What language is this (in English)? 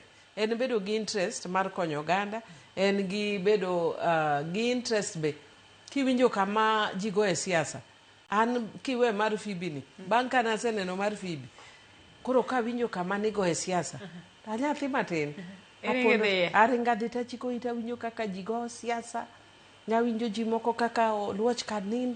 Luo (Kenya and Tanzania)